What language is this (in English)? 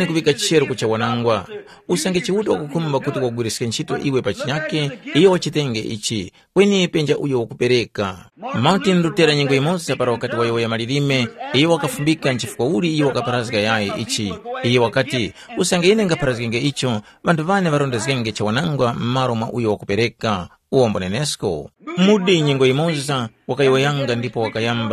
Tumbuka